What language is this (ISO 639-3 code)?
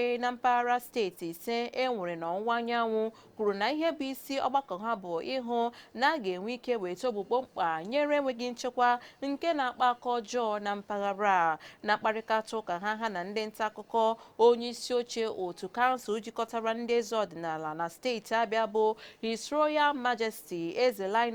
ibo